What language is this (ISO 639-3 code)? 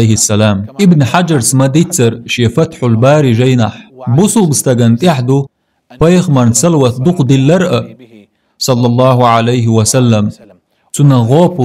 che